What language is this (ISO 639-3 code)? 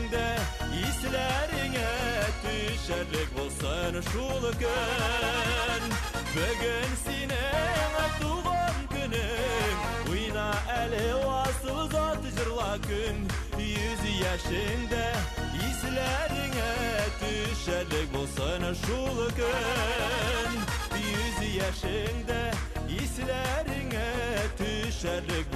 bak